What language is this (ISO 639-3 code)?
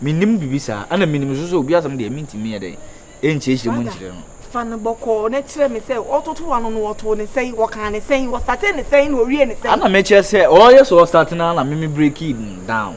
aka